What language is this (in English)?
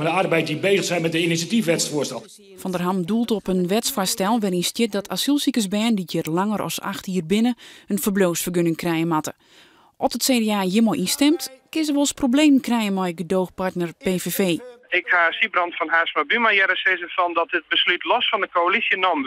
Western Frisian